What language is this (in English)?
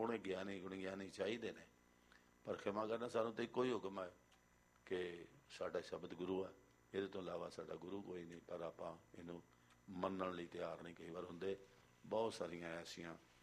Punjabi